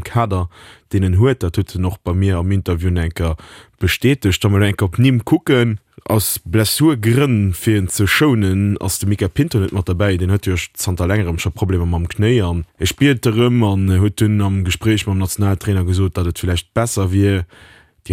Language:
Luxembourgish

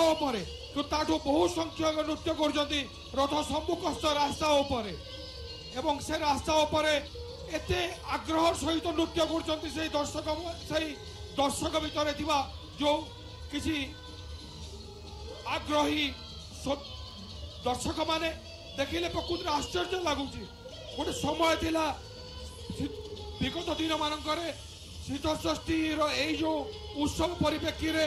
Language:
Odia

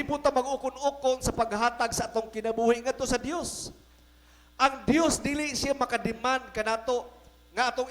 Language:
Cebuano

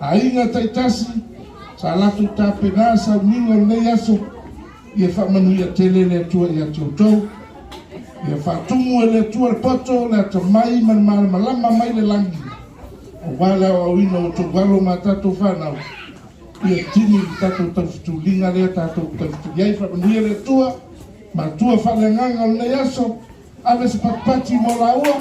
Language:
Samoan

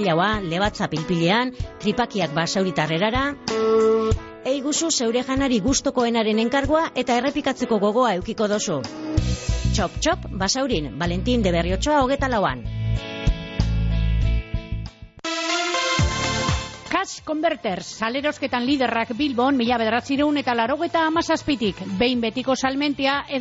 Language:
Basque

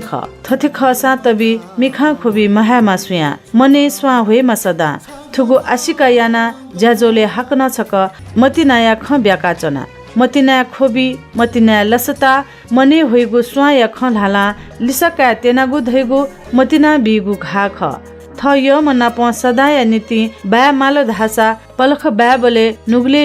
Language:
Newari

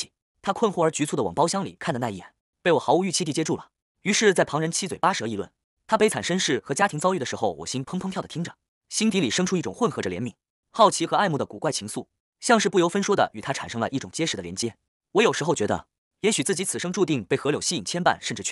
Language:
Chinese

